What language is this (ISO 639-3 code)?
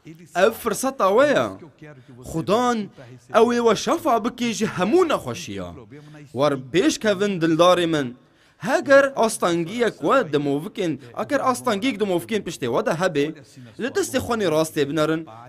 kur